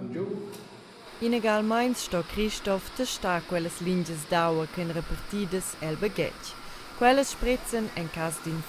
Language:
Romansh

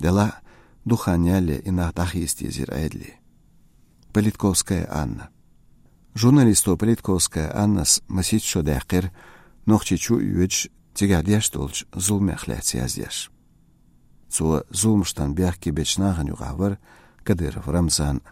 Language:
Chechen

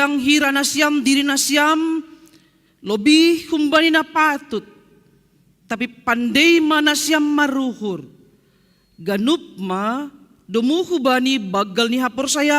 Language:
Batak Simalungun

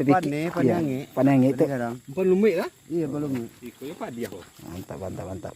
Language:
Minangkabau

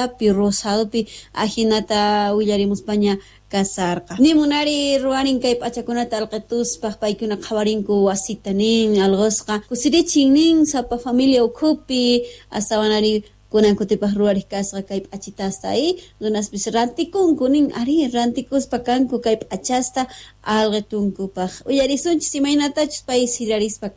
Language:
Quechua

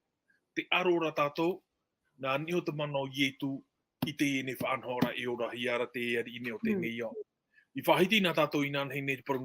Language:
Tahitian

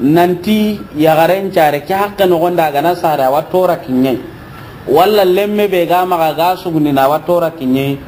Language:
Soninke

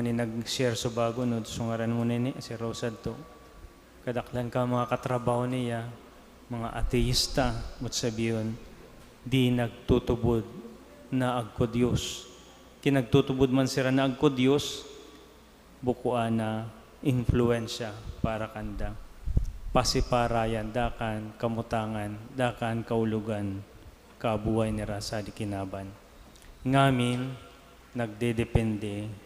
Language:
Bikol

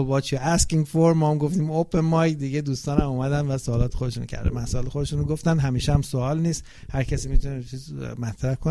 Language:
Persian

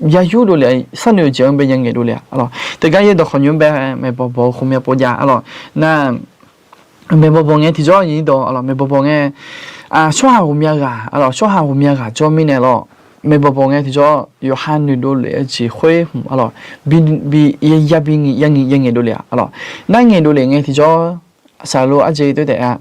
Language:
Akha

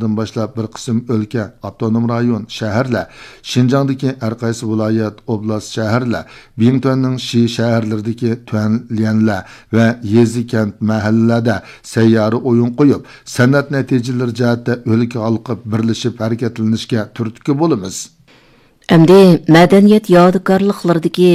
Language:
Uyghur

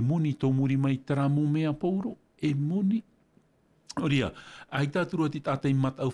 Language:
Tahitian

